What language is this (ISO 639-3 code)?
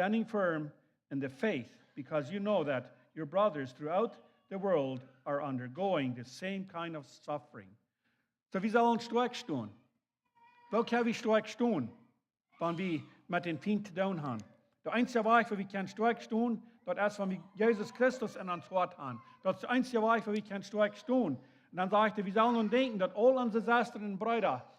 pdt